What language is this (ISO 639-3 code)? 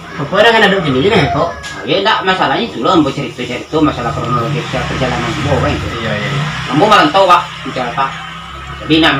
min